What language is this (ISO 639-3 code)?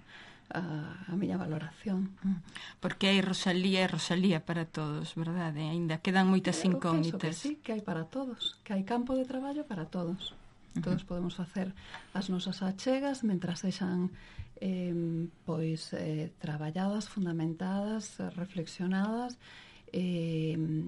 glg